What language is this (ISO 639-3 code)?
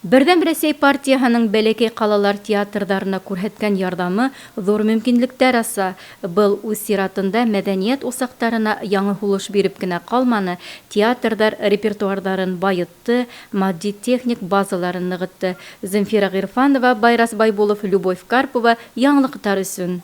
bak